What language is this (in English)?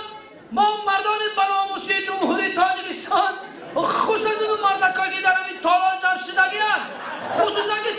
Tajik